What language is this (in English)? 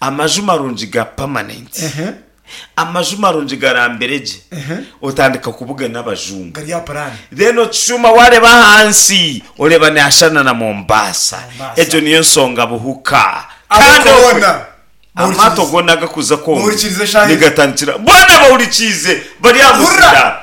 Nyankole